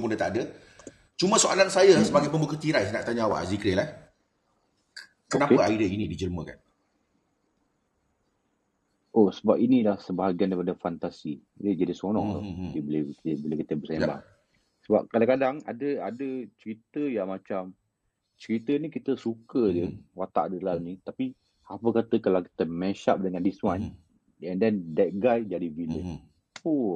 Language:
Malay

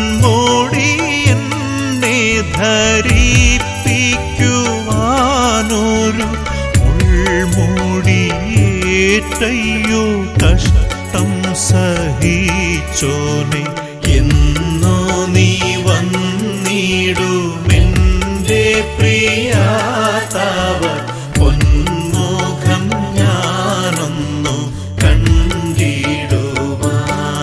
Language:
Malayalam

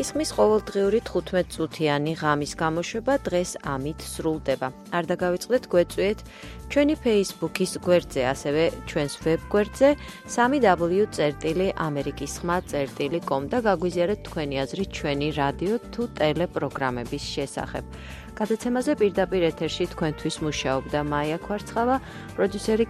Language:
Georgian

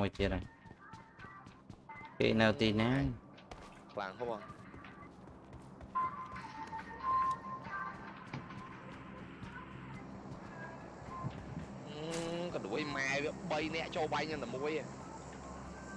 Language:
Vietnamese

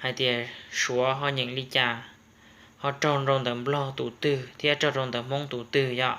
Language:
Hmong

